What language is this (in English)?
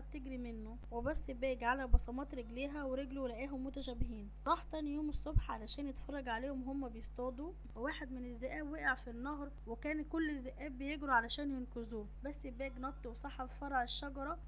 Egyptian Arabic